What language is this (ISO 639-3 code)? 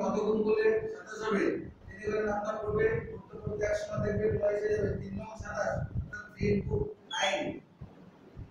ben